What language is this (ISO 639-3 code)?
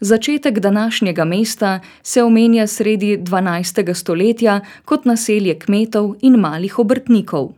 slv